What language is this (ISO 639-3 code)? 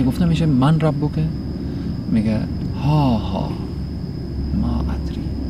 fas